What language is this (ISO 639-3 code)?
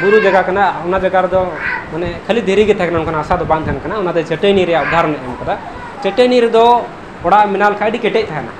sat